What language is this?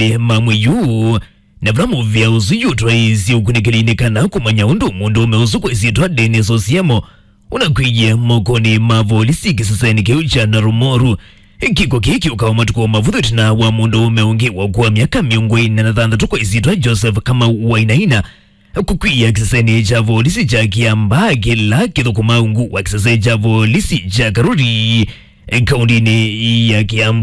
Kamba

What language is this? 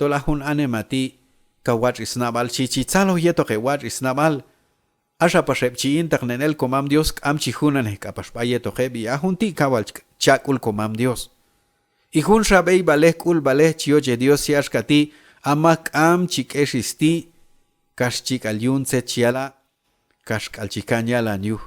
Q'anjob'al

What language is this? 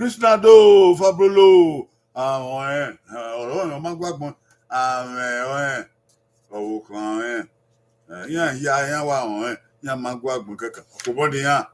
Bini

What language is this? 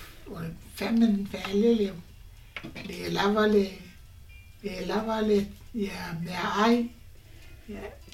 Samoan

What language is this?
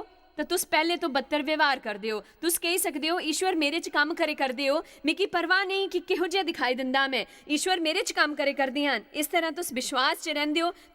Dogri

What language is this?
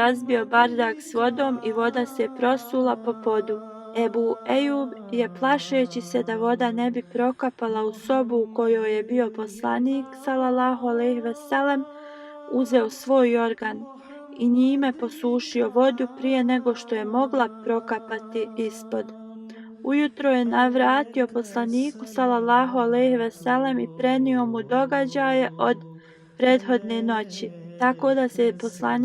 Bosnian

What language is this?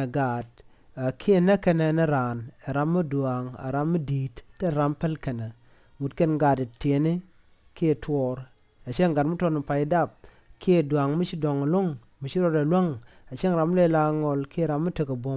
Nuer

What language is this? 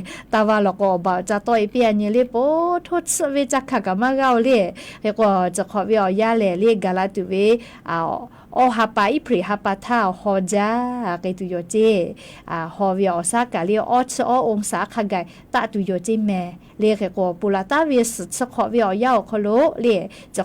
Lahu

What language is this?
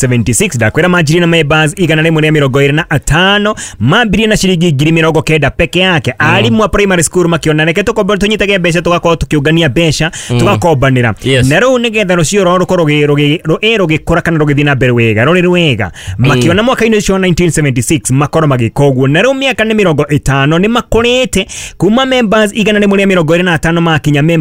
Kikuyu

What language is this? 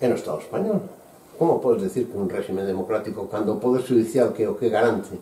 Galician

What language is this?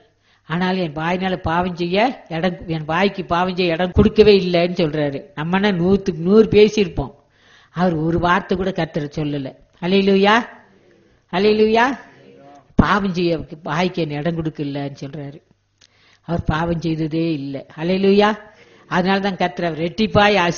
Tamil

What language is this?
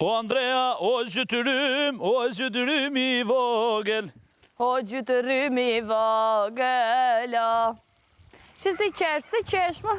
Albanian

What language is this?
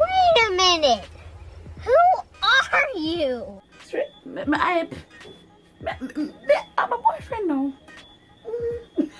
Jamaican Creole English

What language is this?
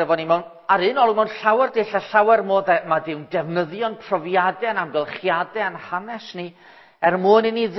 Welsh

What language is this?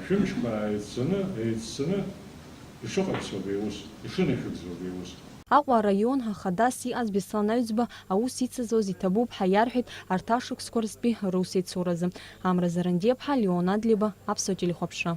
Abkhazian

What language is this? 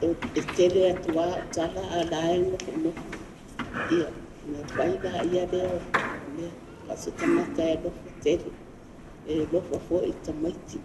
Samoan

